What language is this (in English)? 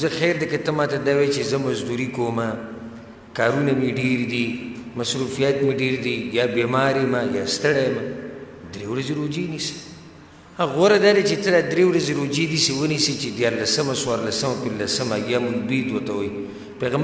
Pashto